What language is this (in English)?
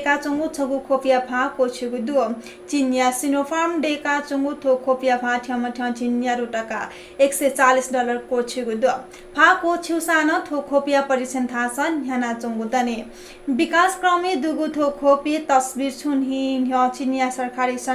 Newari